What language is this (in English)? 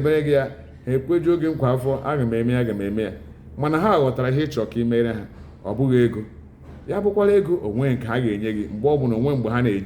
Igbo